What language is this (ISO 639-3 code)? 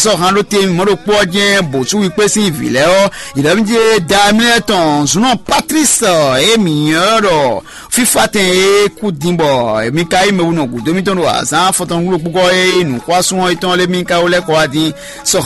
fon